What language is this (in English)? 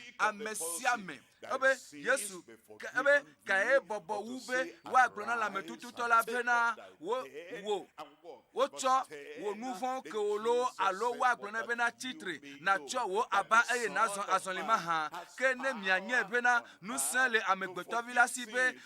Ewe